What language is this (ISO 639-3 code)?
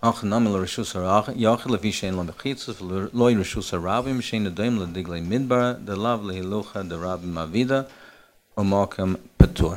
yid